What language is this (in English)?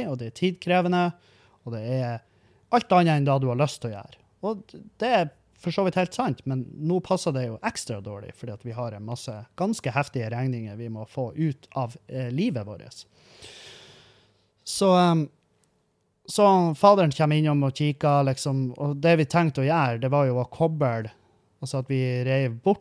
Norwegian